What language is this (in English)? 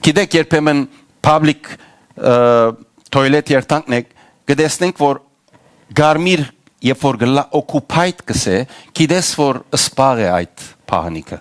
Western Armenian